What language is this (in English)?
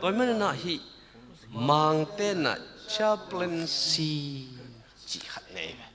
Tedim Chin